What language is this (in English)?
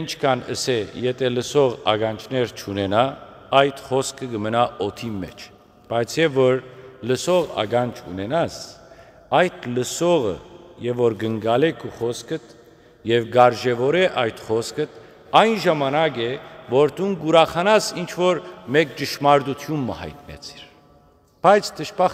Western Armenian